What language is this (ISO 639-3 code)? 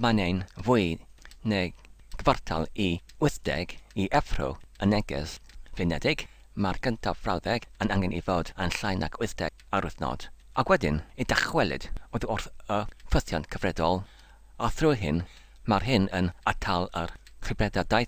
cym